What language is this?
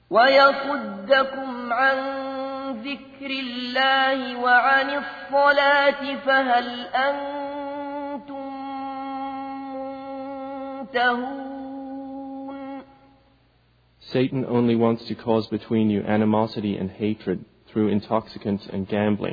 Arabic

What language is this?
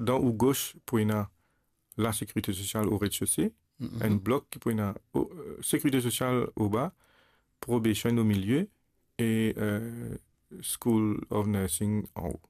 Morisyen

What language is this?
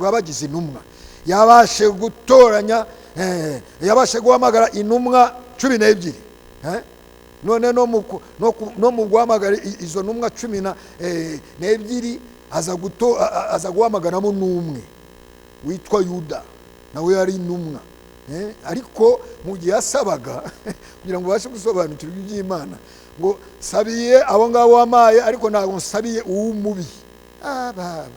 Kinyarwanda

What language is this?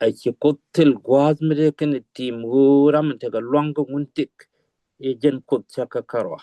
Nuer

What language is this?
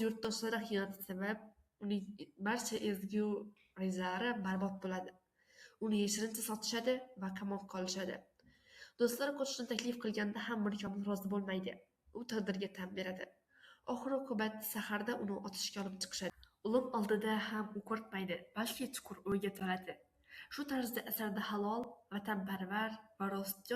Uzbek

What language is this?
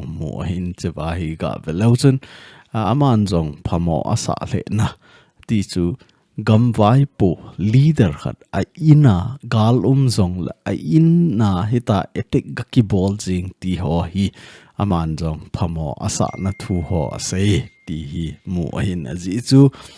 Thado Chin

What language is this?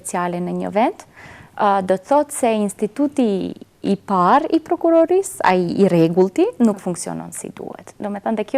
Albanian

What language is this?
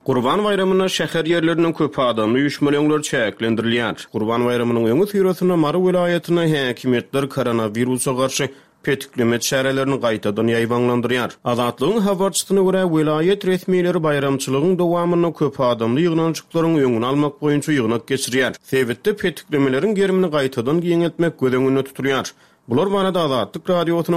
Turkmen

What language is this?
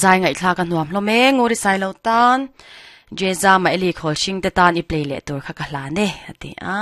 Mizo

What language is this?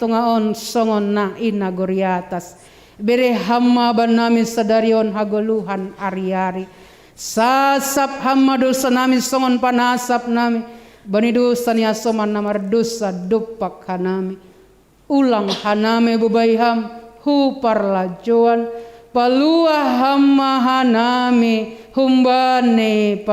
Batak Simalungun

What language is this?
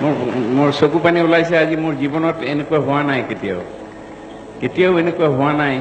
Assamese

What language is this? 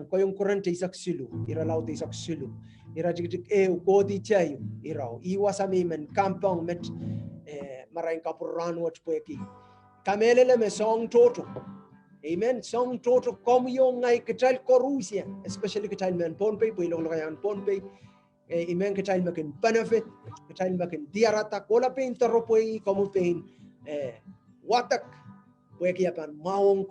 Pohnpeian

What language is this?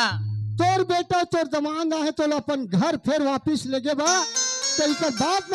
Chhattisgarhi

